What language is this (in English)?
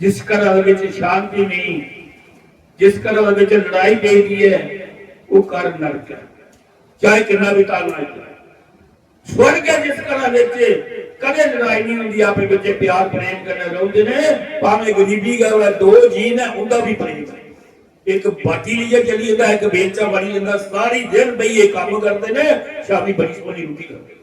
Dogri